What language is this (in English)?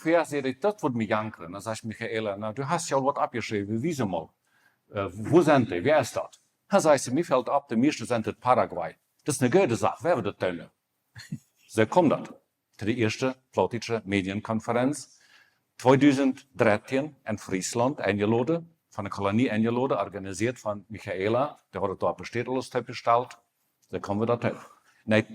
Plautdietsch